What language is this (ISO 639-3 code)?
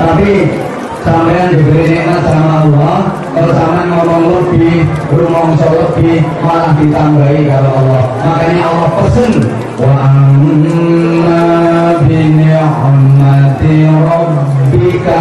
jav